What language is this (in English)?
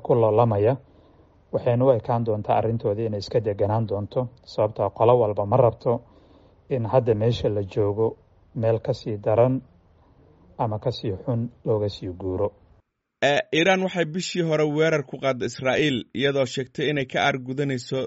Somali